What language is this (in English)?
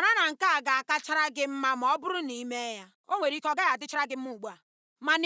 Igbo